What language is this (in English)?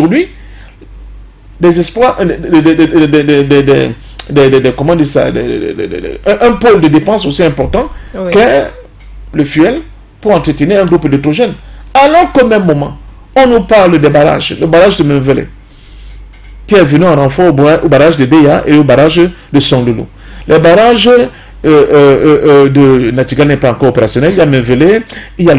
French